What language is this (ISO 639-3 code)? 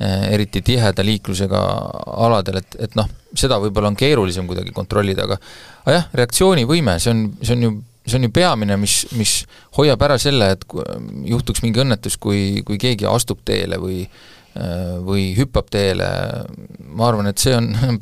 est